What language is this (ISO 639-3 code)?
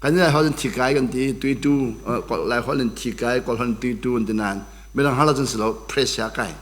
cnh